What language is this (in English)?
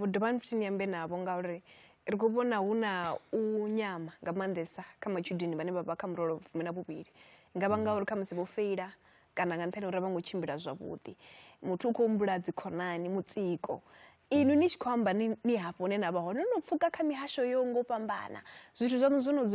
Venda